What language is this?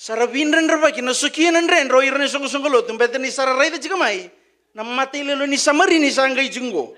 Fijian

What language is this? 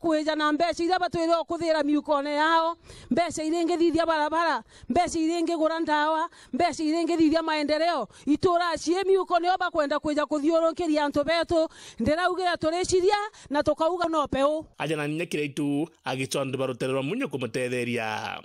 Meru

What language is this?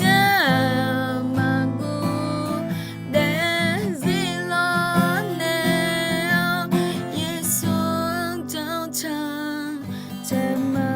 Akha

